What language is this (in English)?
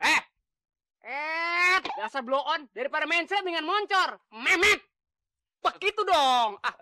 Betawi